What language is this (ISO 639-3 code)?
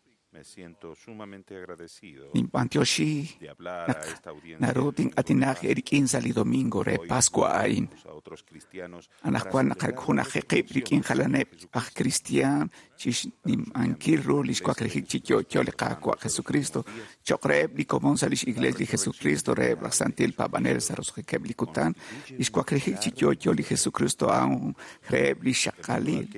kek